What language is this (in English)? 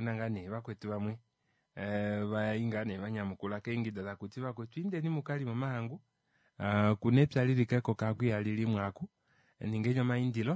Kuanyama